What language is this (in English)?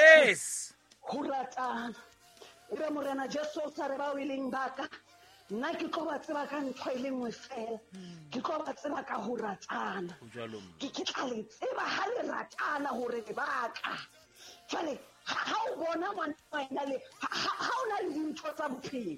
Southern Sotho